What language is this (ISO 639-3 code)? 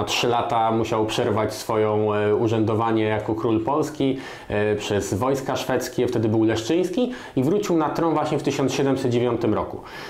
pol